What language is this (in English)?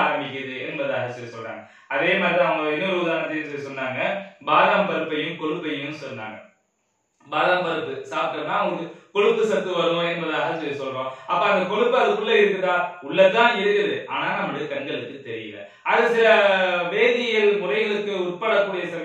Tamil